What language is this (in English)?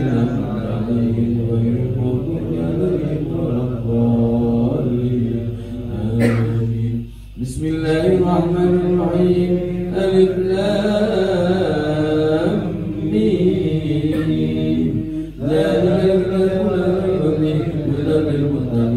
Arabic